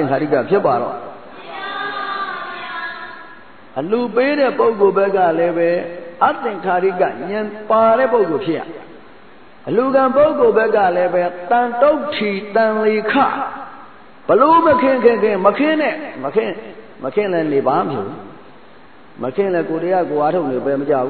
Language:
Burmese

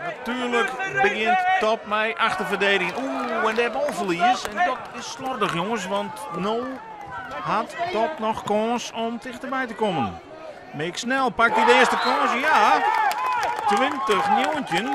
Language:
Western Frisian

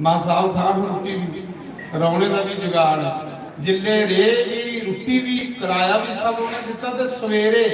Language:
Dogri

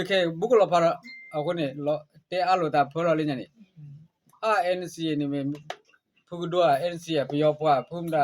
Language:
S'gaw Karen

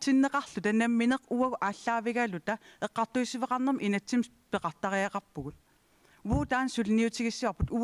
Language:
Kalaallisut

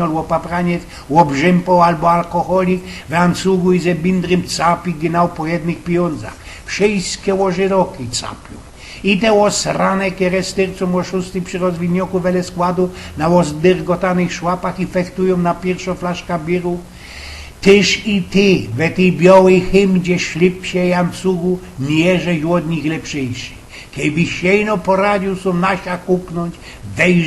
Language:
Silesian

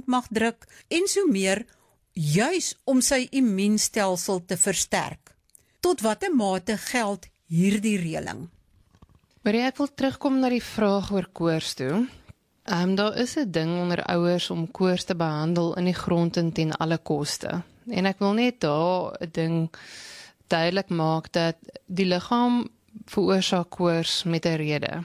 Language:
Afrikaans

